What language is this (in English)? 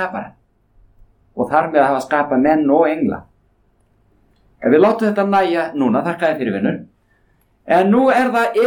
Icelandic